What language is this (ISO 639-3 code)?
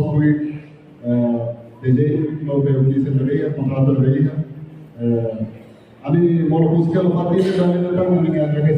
tet